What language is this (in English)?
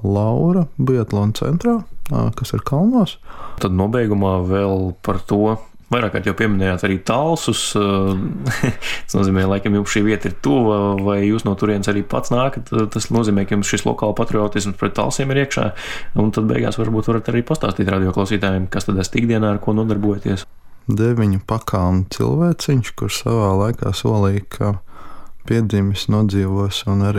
Latvian